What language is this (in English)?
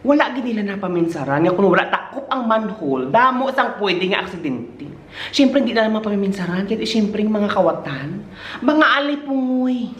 Hiligaynon